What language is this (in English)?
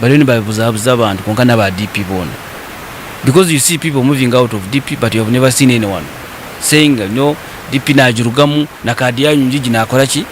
Nyankole